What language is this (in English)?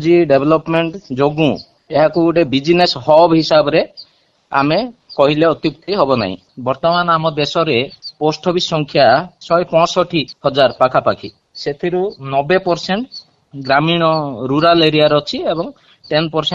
Odia